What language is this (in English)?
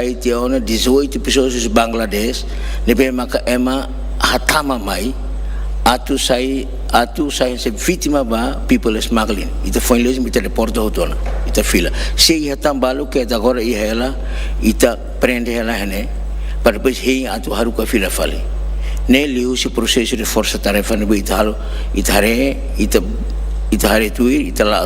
Tetum